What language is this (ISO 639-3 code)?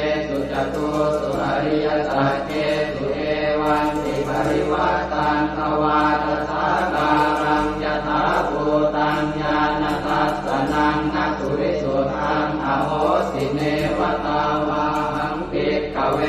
pli